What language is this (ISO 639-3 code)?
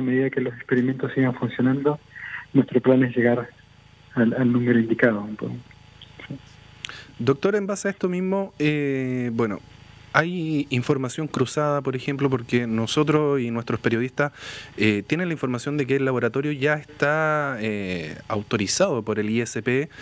spa